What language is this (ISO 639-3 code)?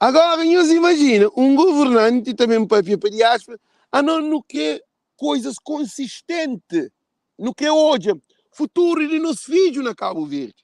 kea